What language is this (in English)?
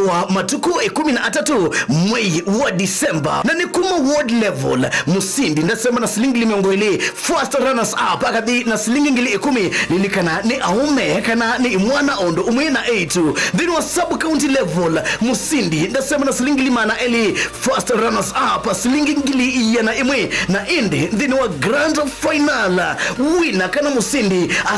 Kamba